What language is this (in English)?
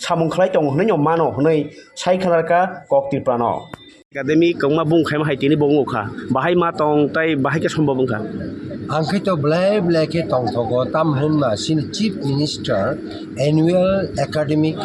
Kok Borok